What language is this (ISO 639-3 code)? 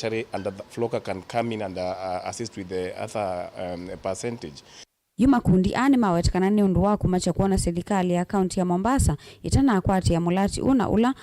kam